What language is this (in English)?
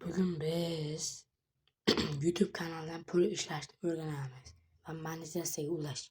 Uzbek